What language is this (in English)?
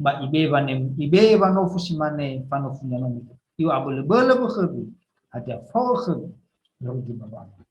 Nias